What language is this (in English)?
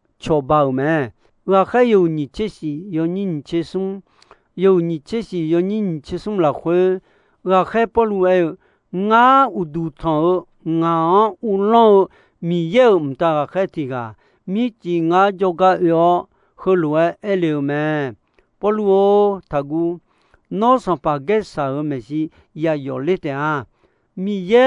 Akha